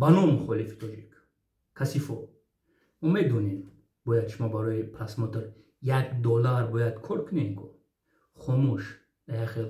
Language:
Tajik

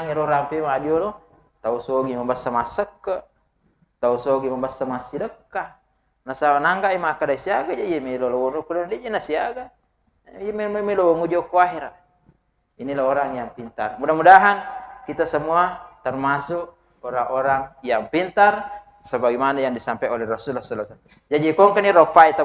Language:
Buginese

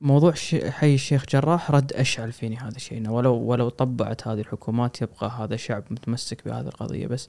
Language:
Gulf Arabic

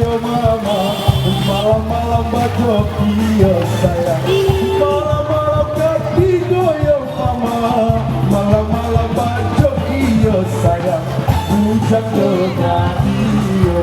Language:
Minangkabau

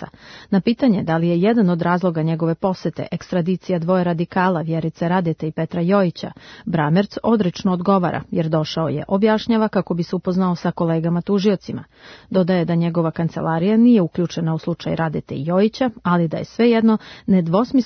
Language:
Serbian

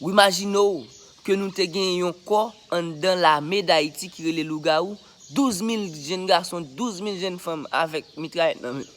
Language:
Haitian Creole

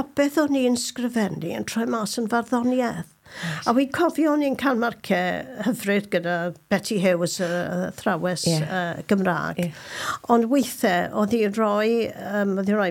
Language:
Welsh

